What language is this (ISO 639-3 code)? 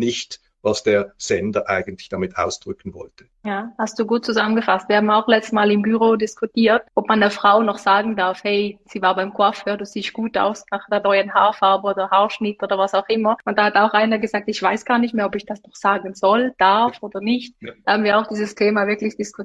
deu